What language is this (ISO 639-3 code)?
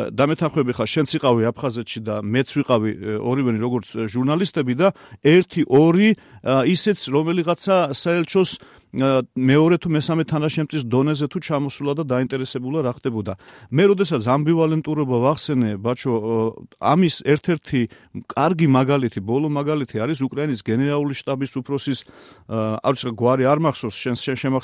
kat